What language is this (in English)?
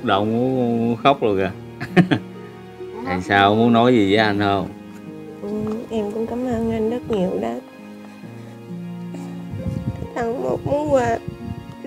Vietnamese